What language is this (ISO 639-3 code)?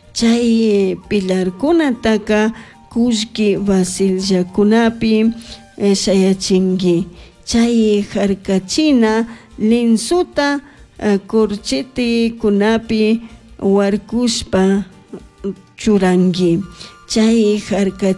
qug